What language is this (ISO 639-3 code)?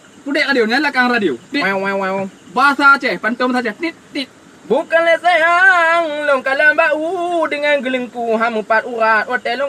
ace